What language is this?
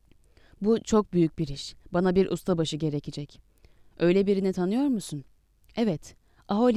Turkish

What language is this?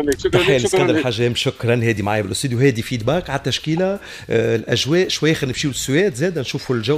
Tunisian Arabic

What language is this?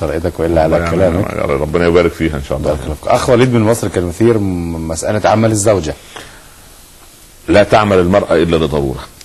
Arabic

